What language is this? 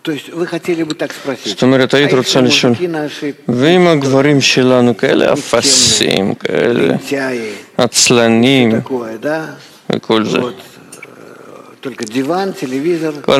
Hebrew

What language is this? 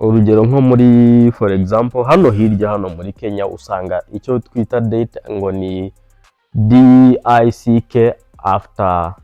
Kinyarwanda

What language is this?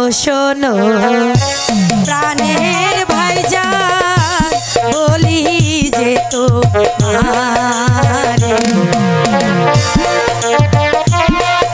Bangla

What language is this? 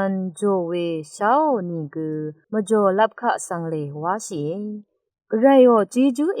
Rawang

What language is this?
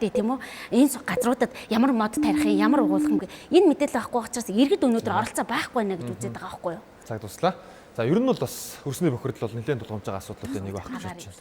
Mongolian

